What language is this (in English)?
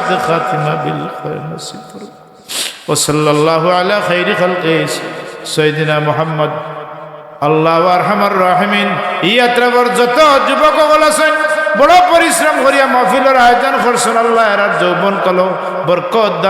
Sylheti